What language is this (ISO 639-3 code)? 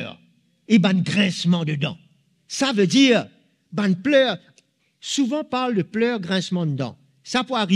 mfe